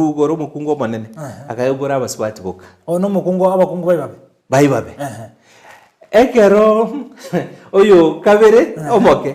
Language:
Gusii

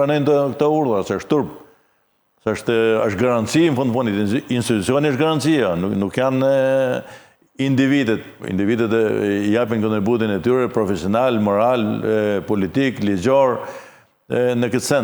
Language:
Albanian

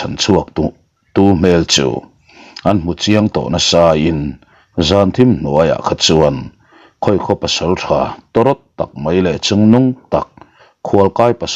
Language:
Mizo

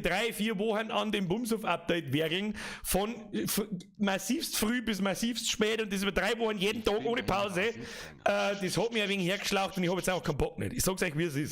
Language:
Bavarian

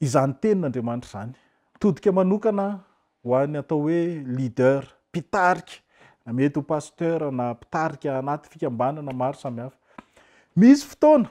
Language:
Malagasy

